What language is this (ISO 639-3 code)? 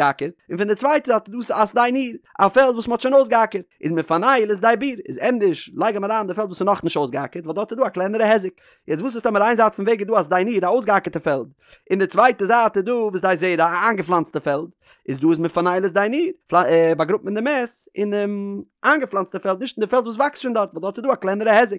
yid